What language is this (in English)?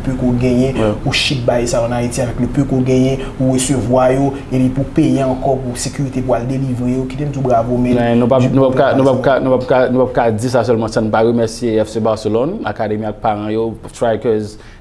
Haitian Creole